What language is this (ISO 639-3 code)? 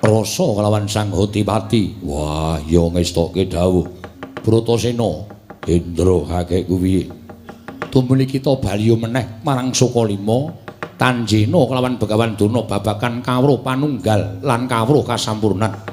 jav